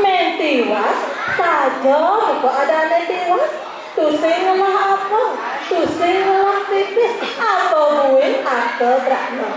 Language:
Balinese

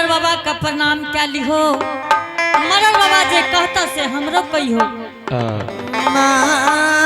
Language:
Angika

